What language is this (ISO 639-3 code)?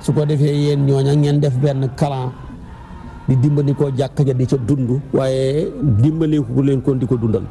wol